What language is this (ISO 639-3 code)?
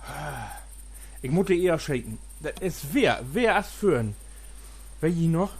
nds